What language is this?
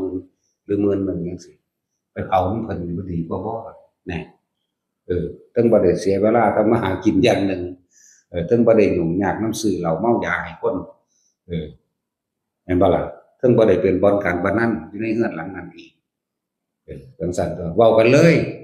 Northeastern Thai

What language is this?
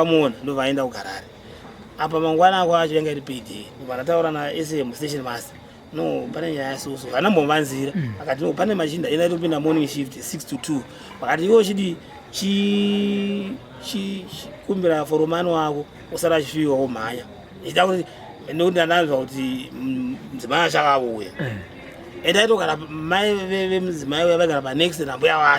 Shona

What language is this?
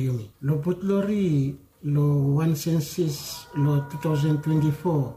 Bislama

